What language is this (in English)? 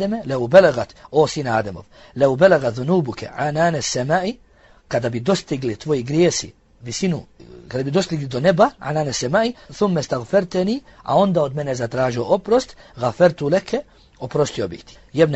Bosnian